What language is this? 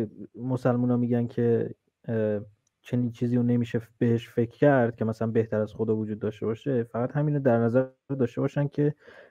Persian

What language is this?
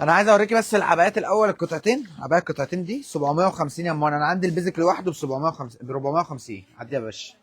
Egyptian Arabic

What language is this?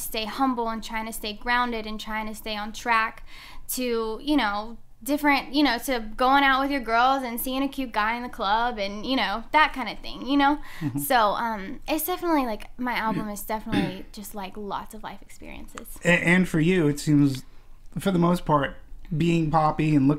English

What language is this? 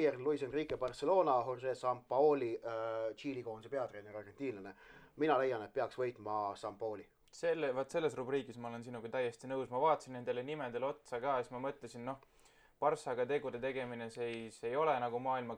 Estonian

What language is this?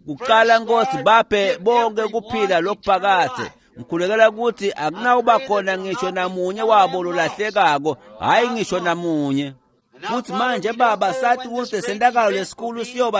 Swati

